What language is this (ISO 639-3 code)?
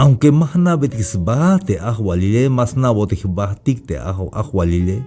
tzh